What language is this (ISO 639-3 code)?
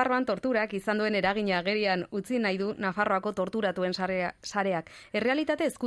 eus